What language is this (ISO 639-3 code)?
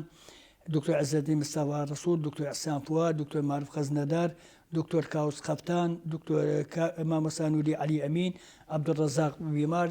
ckb